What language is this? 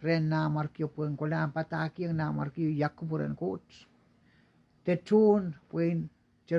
Pohnpeian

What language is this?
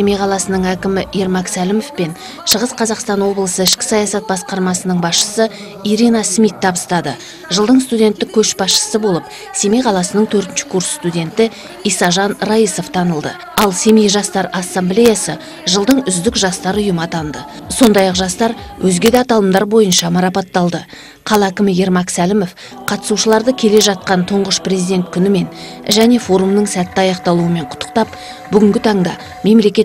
Kazakh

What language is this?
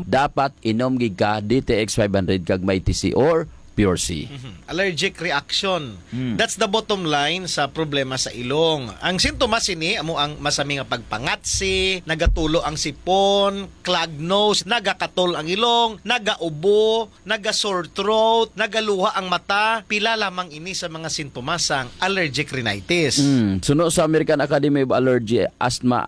Hiligaynon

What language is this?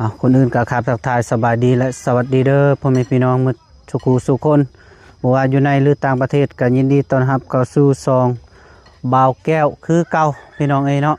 Lao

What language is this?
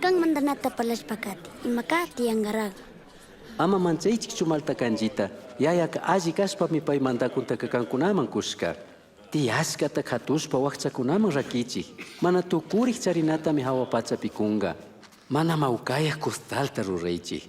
Chimborazo Highland Quichua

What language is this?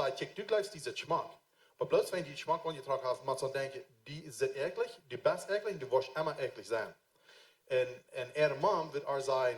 Plautdietsch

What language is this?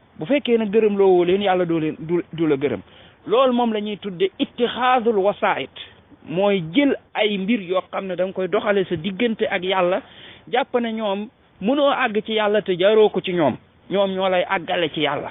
Wolof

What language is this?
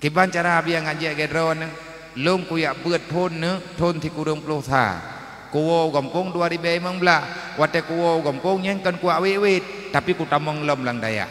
Achinese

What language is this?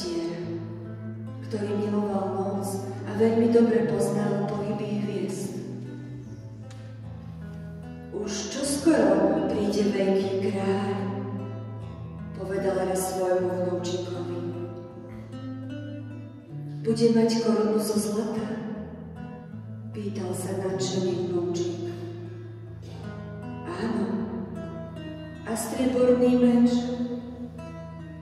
Slovak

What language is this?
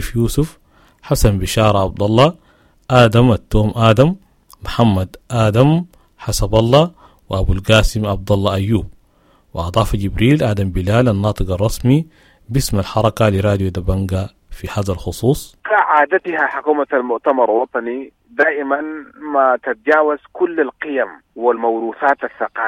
Sudanese Arabic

